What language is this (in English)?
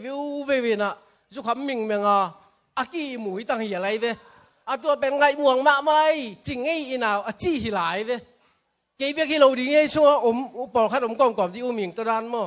Tedim Chin